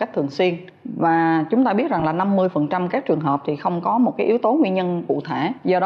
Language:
Vietnamese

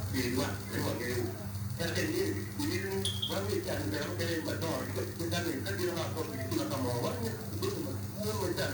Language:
Acoli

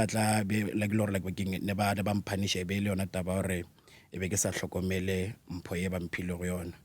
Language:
Northern Sotho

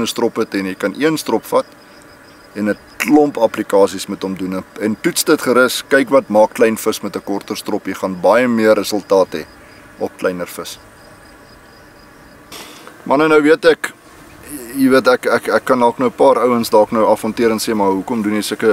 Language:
Afrikaans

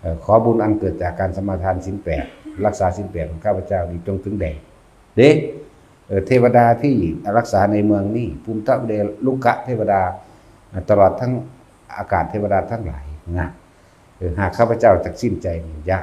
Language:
Northeastern Thai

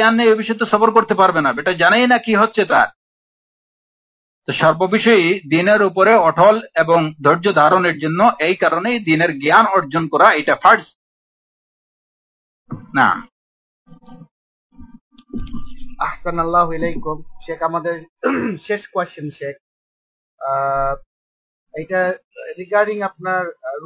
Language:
Bangla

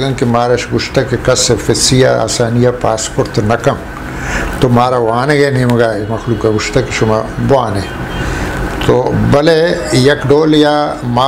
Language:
Eastern Balochi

